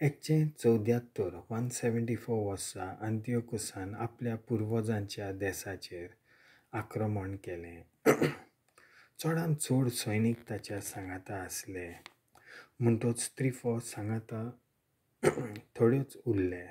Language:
Konkani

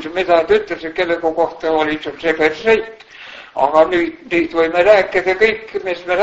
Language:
Estonian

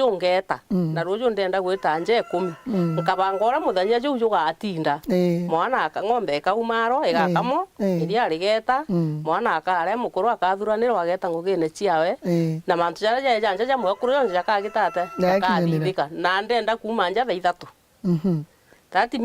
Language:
Meru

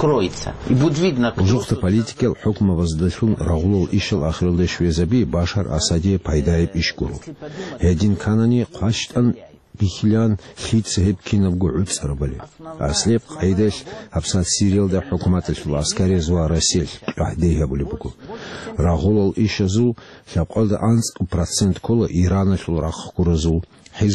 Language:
Avaric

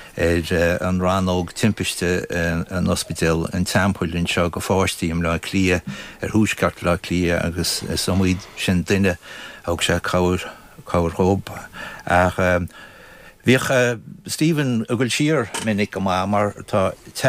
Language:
Irish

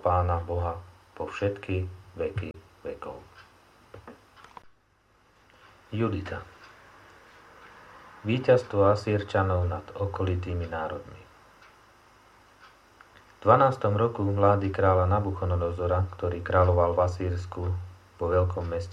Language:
Slovak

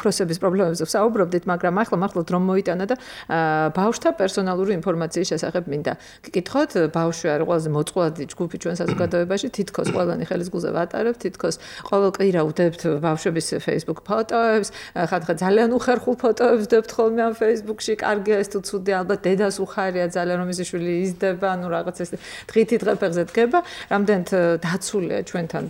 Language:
Georgian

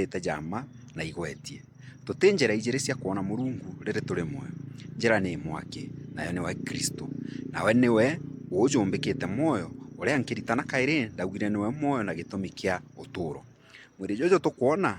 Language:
Meru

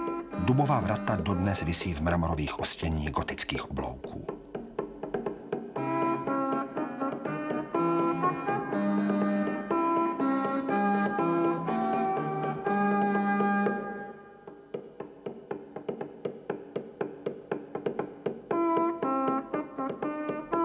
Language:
Czech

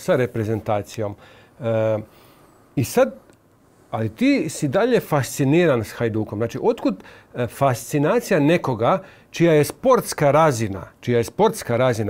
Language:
Croatian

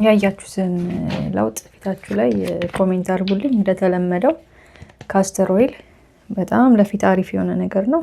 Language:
Amharic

